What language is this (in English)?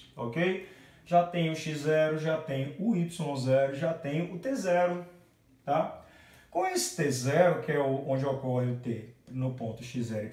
Portuguese